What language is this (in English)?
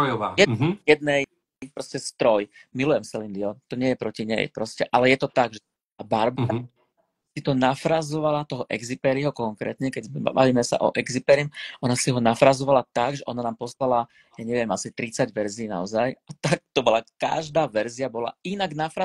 Slovak